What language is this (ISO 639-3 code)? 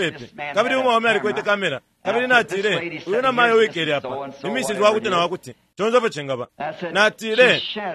bem